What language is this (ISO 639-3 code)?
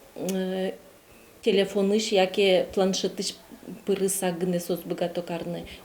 udm